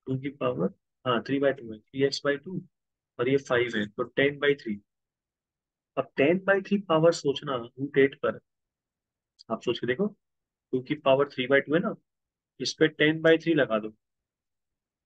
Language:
Hindi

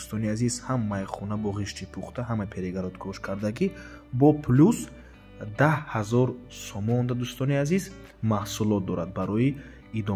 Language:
Tajik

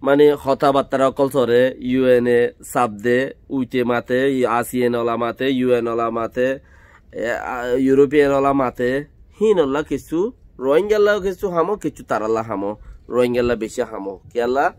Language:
Rohingya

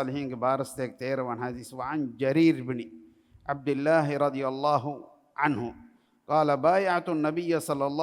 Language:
Divehi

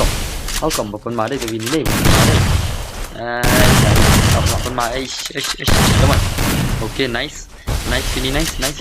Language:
Khasi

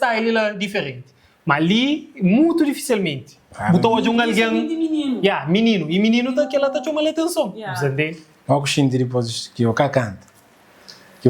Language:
Kabuverdianu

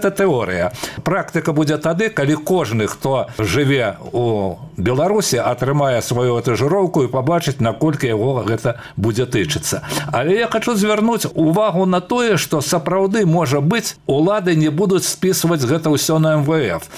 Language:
Belarusian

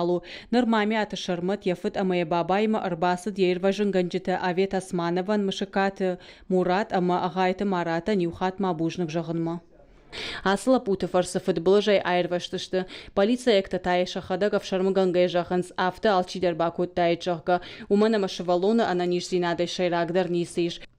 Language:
Ossetic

